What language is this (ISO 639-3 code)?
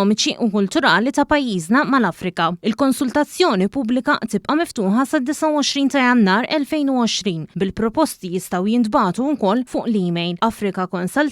mlt